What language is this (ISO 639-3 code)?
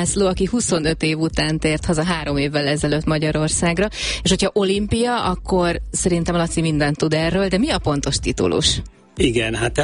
hun